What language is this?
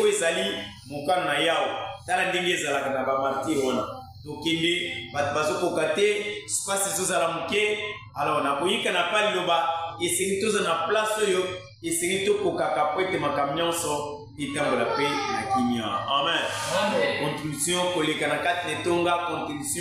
Lingala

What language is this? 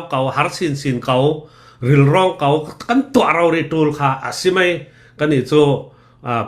Hakha Chin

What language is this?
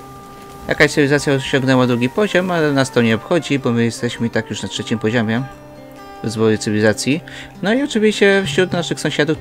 Polish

